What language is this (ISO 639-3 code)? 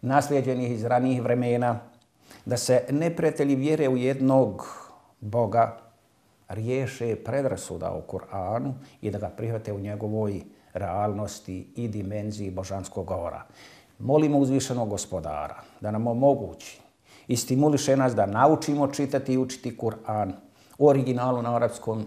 bos